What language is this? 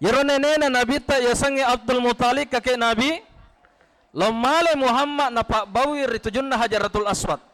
Buginese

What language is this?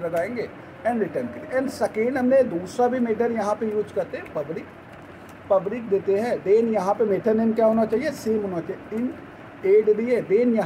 Hindi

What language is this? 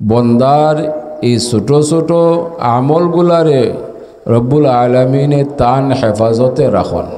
Sylheti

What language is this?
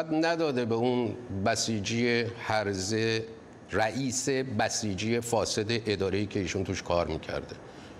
Persian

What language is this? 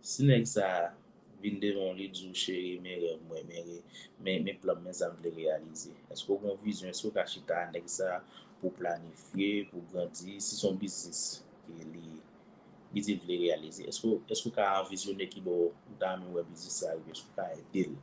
Haitian Creole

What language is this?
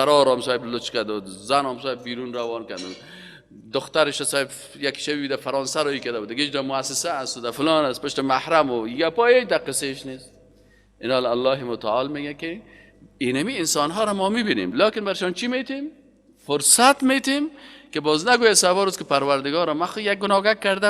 Persian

